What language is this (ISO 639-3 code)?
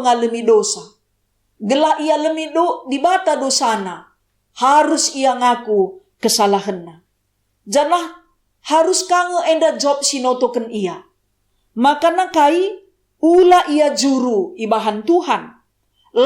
btx